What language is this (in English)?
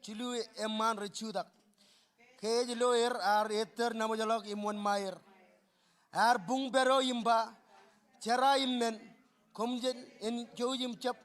Marshallese